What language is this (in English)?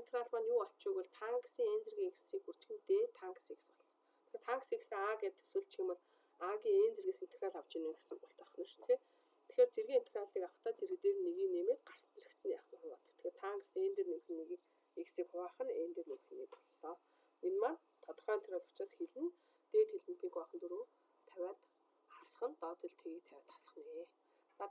Mongolian